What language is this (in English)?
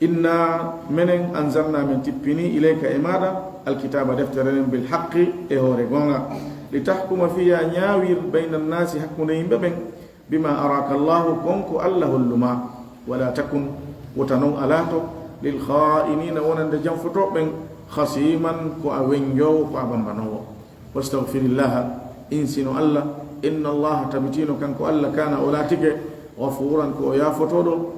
Fula